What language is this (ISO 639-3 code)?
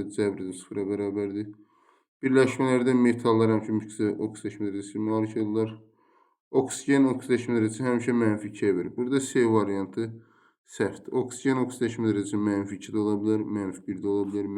aze